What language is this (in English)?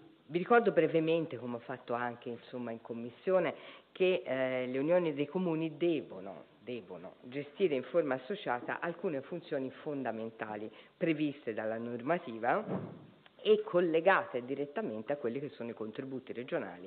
Italian